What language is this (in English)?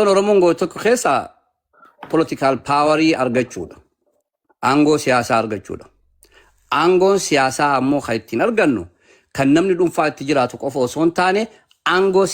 Oromo